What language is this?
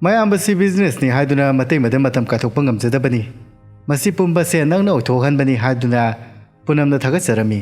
Manipuri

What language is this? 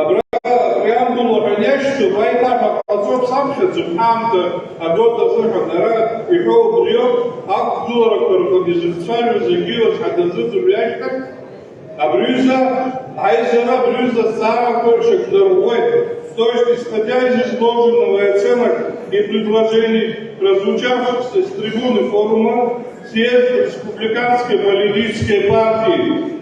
Abkhazian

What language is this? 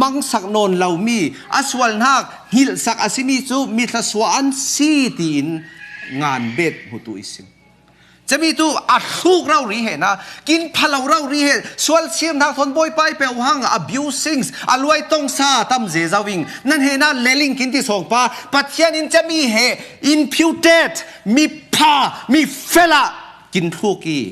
Falam Chin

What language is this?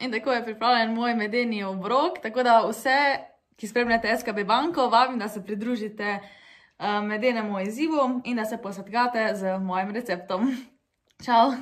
Slovenian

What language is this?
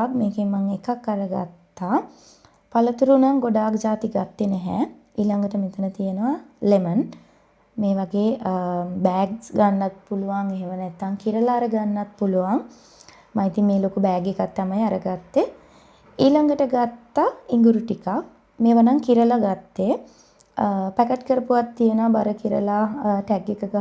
Sinhala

